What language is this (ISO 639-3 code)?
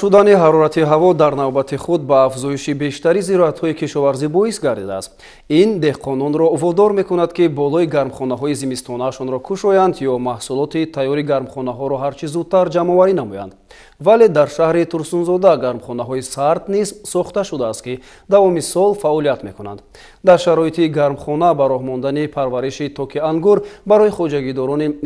tgk